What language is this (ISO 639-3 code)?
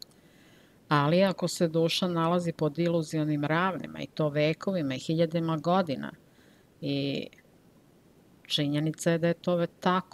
srp